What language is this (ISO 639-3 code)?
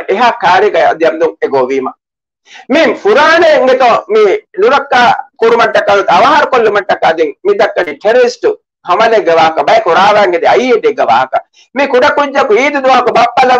div